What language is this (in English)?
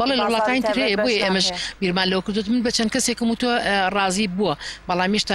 Central Kurdish